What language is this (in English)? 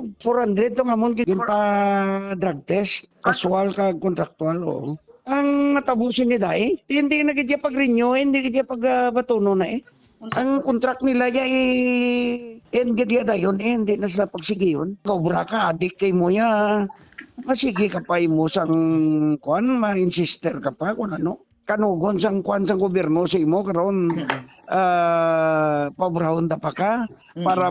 Hiligaynon